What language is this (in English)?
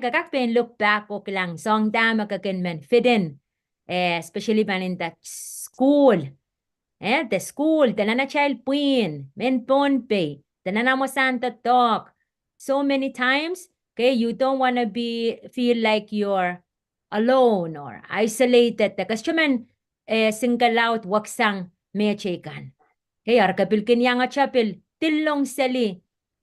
Pohnpeian